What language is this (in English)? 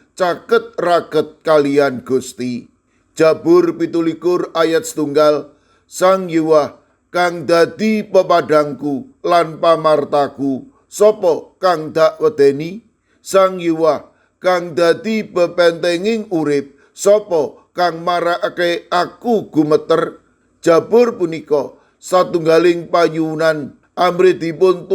Javanese